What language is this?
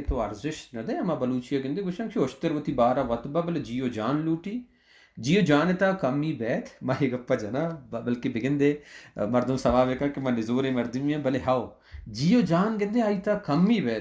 Baluchi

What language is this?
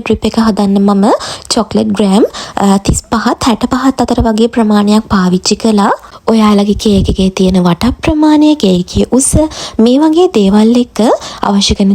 Sinhala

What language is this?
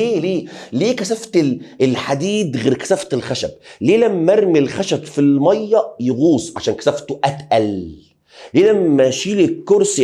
Egyptian Arabic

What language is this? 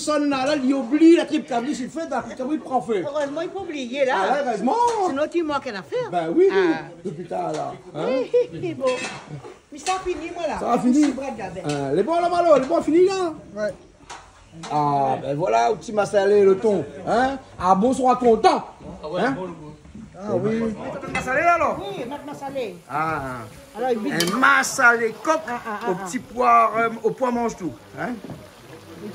Réunion Creole French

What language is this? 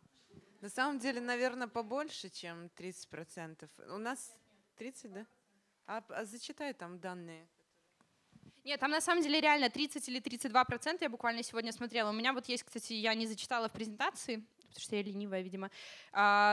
Russian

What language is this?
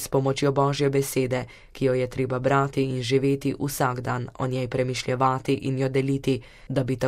Slovenian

